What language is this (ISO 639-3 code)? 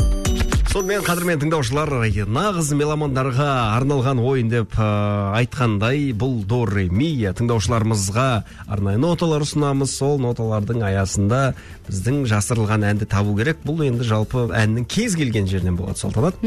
kaz